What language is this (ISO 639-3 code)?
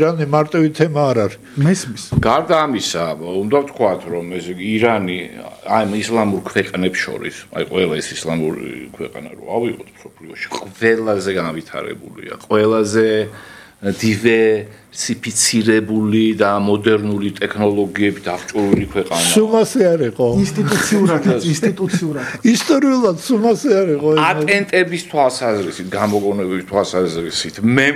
kat